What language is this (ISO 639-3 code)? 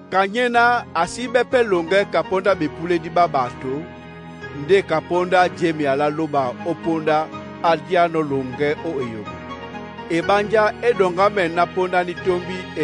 dua